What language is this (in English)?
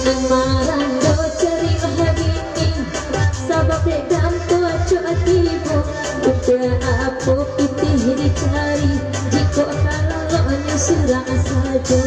Minangkabau